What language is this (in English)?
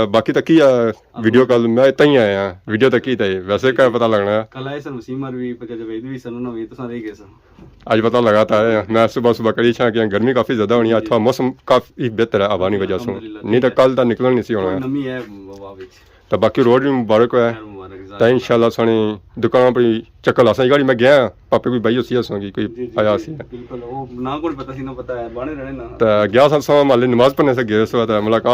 Pahari-Potwari